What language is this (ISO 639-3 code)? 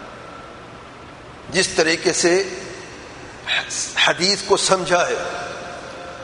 urd